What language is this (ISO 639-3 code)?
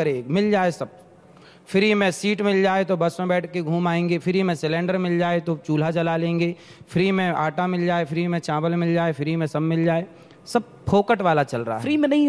hin